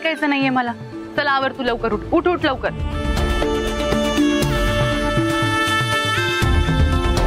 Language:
Marathi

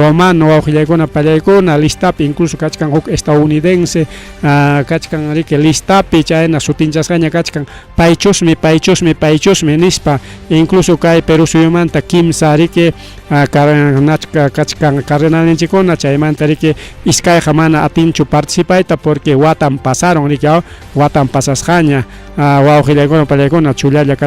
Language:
Ayacucho Quechua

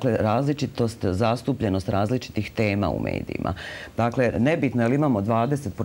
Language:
Croatian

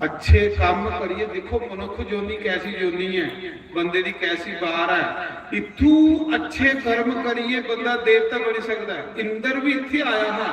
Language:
Dogri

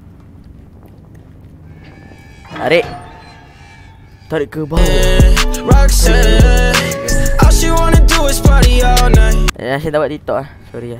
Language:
Malay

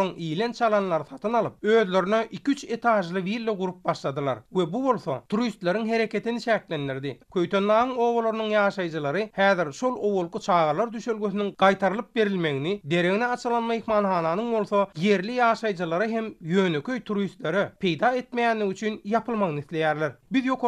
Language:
Turkmen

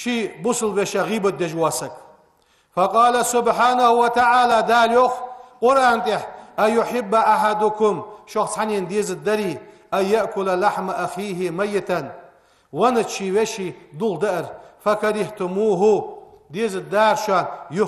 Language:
Ingush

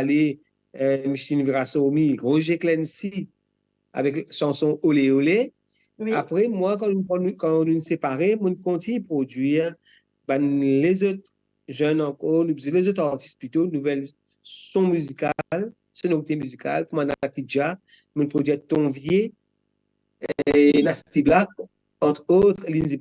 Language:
Morisyen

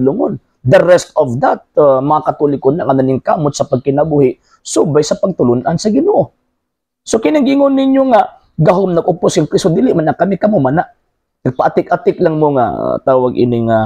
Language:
Cebuano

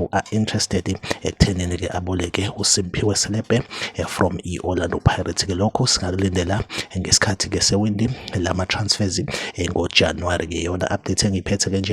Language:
Zulu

